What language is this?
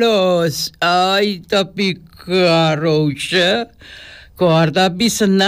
Papiamento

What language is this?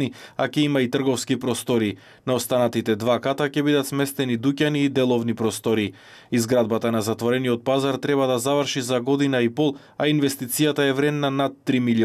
Macedonian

